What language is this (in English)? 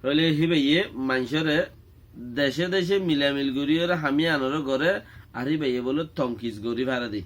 Rohingya